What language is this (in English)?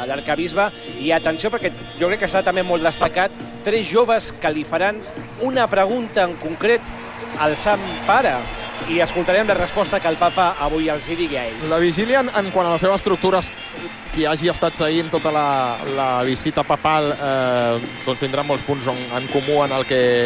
Catalan